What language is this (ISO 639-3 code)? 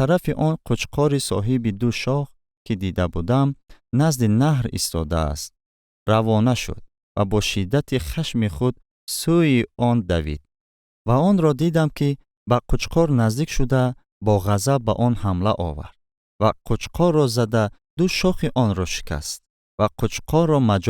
tgk